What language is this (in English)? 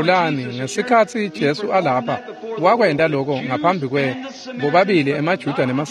Swati